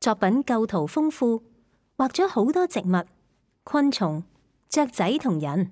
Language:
Cantonese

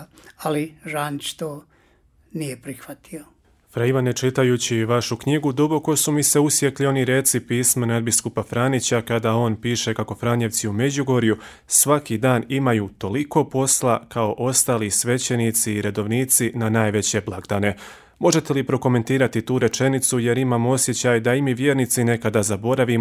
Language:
Croatian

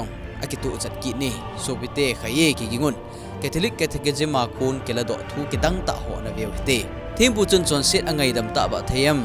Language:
Thado Chin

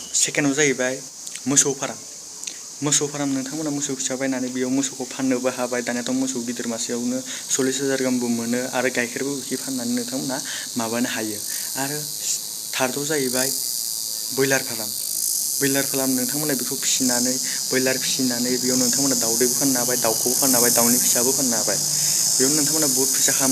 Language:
Bodo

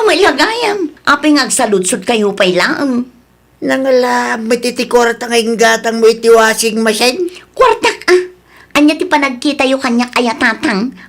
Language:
Iloko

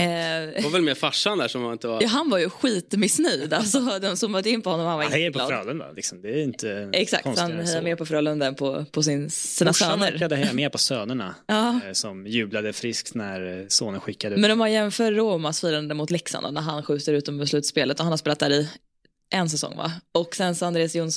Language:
Swedish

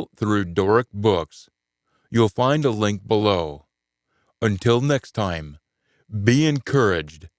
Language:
Scots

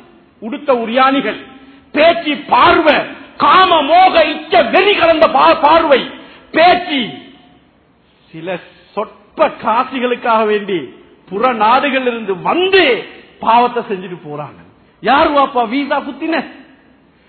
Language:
Tamil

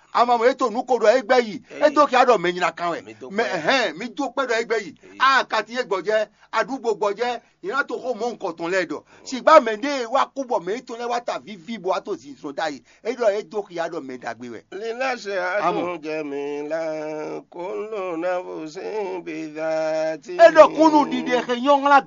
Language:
Fon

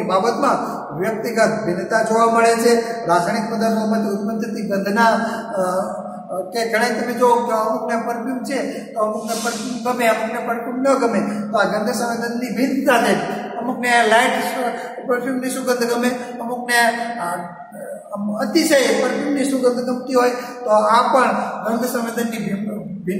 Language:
Gujarati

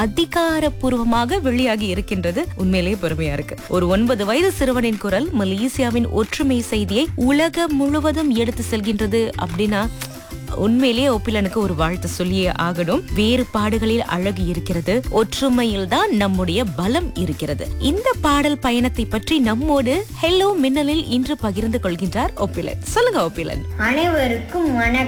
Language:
Tamil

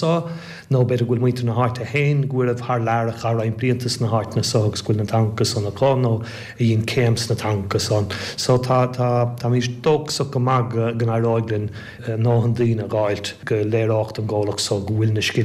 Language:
Irish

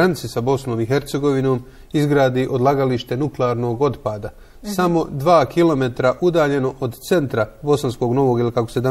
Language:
Bosnian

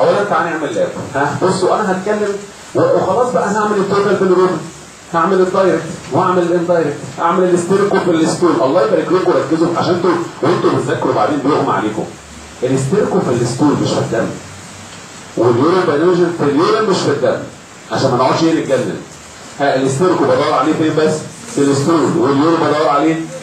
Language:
Egyptian Arabic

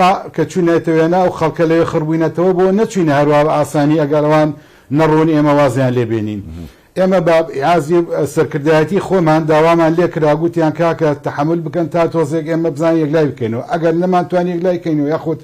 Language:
Central Kurdish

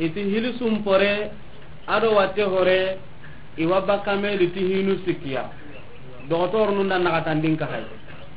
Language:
Soninke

